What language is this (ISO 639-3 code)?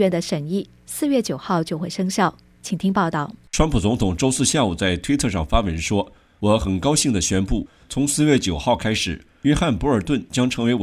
zho